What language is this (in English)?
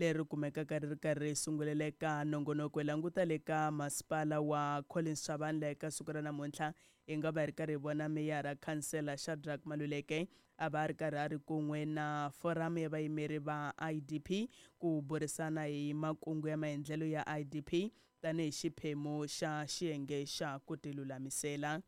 Tsonga